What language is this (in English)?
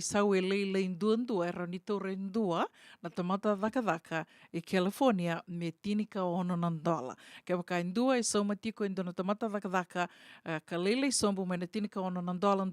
Fijian